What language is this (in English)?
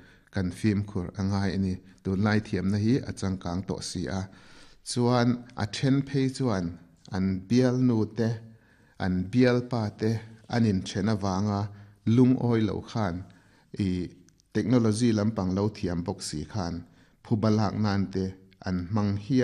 Mizo